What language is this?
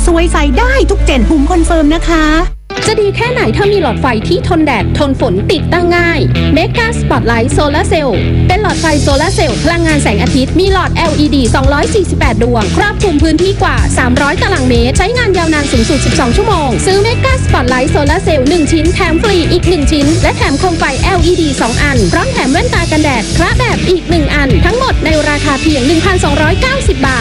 Thai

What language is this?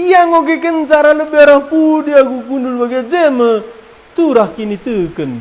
Batak Karo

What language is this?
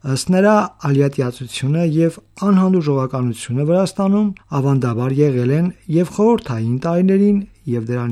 Armenian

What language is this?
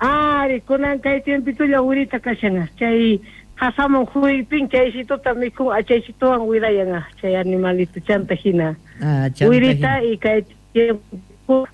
South Bolivian Quechua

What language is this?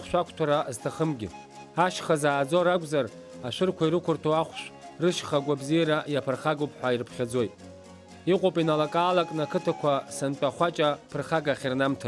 Abkhazian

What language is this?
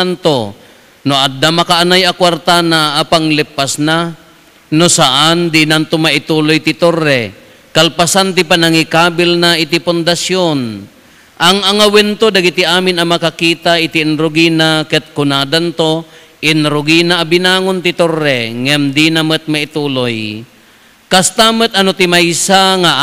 Iloko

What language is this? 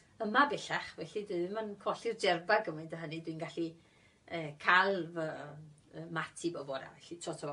Welsh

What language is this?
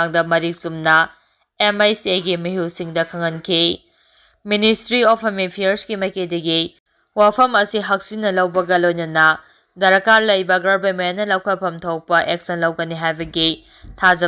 Manipuri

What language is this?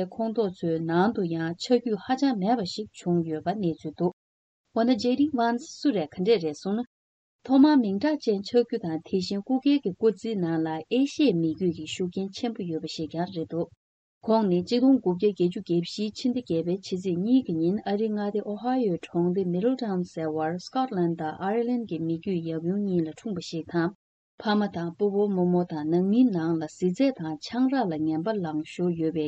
Tibetan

